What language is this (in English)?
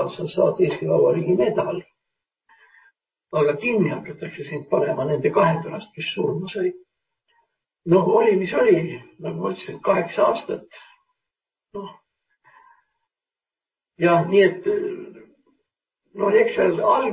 Estonian